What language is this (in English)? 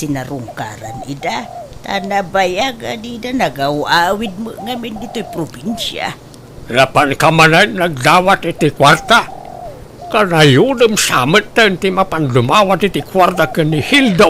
Iloko